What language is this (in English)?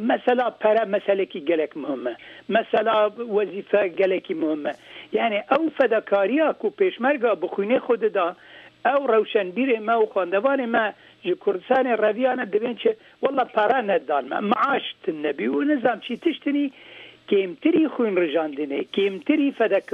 Kurdish